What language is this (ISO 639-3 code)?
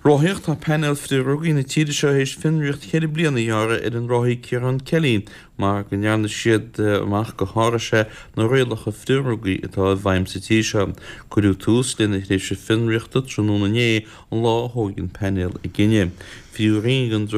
gle